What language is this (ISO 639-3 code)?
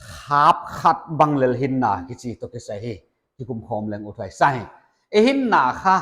pck